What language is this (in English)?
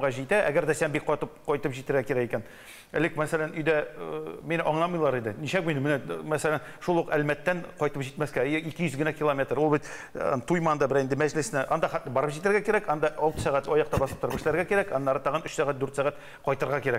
Tatar